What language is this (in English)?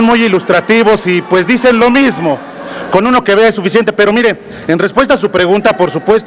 Spanish